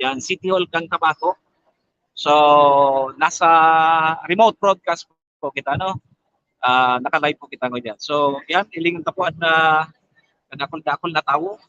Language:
Bikol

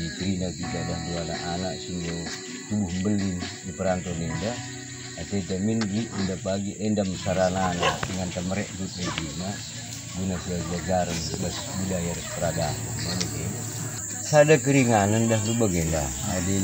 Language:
Batak Karo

